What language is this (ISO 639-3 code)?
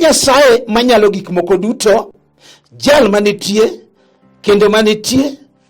luo